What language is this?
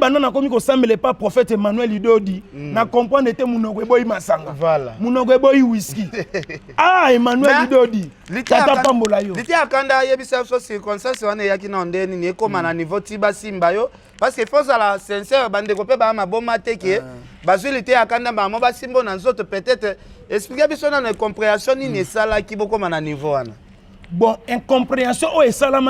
Lingala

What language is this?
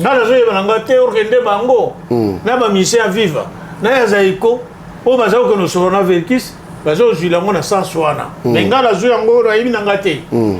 Lingala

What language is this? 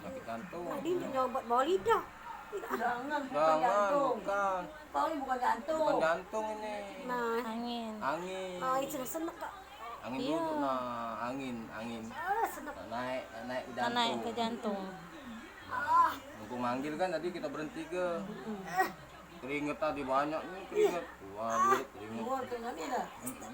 Musi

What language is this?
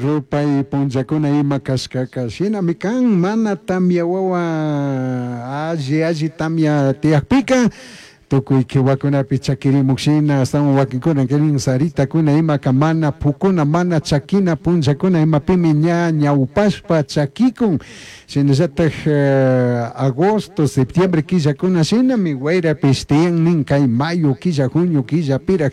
Chimborazo Highland Quichua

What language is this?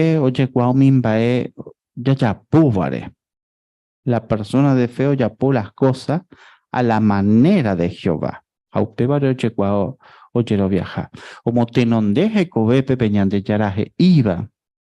Guarani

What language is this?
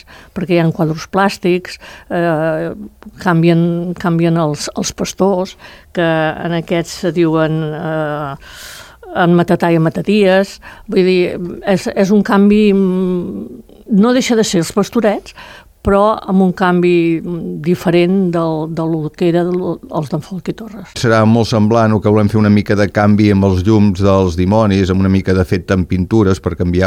Catalan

